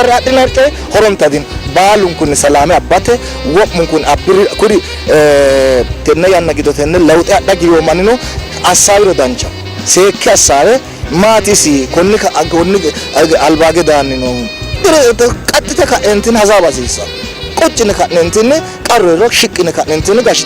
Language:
Sidamo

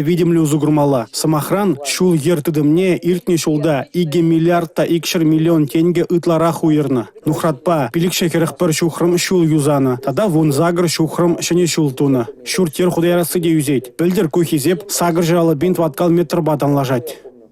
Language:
Chuvash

